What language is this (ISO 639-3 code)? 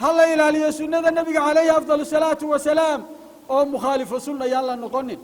som